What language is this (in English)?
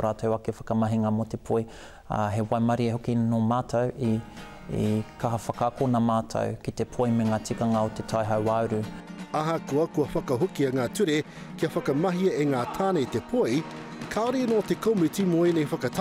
Māori